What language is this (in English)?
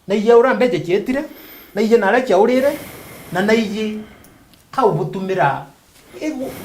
Meru